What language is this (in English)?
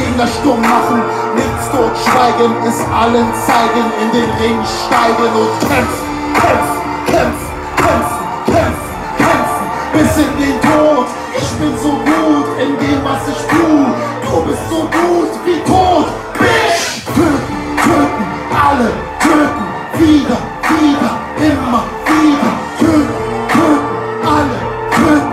German